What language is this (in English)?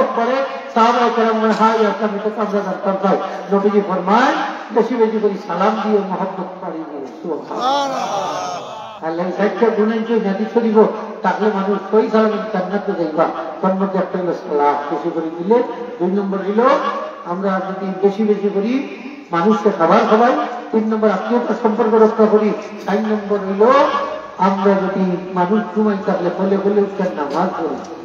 Sylheti